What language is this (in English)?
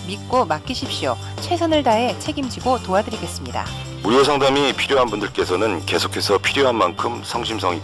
Korean